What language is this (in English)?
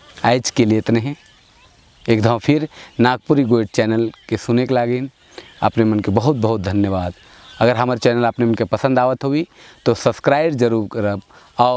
Sadri